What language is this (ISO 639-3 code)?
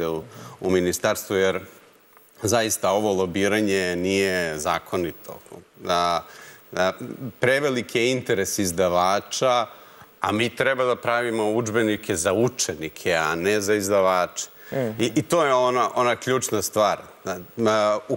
srp